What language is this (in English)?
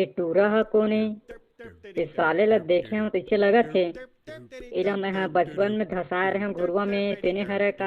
Chhattisgarhi